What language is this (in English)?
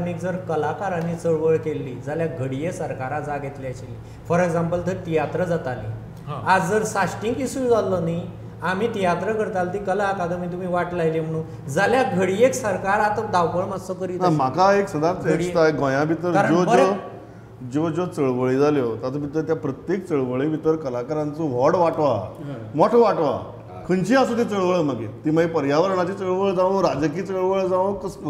Konkani